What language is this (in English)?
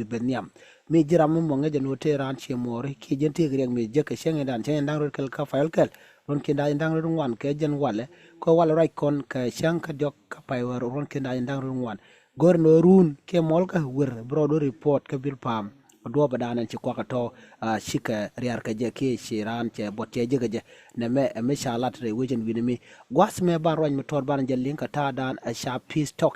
Nuer